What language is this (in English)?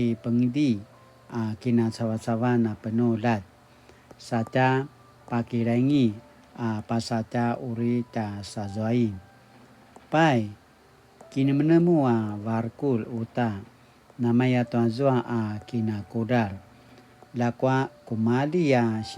Paiwan